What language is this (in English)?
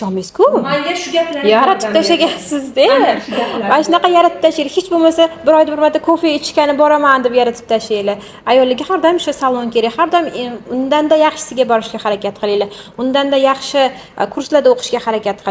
Uzbek